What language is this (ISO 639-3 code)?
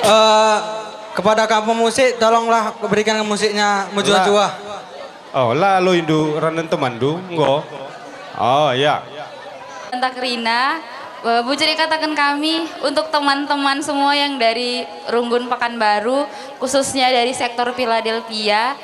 btx